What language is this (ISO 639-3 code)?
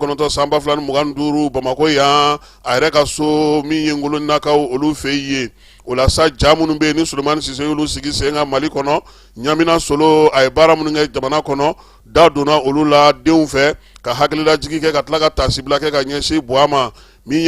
bam